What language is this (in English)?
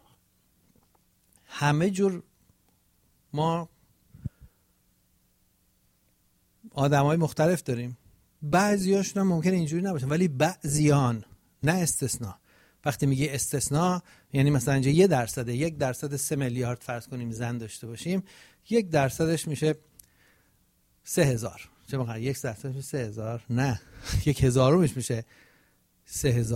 Persian